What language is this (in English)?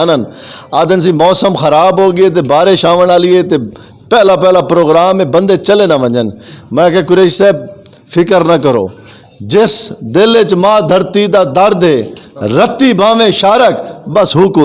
Saraiki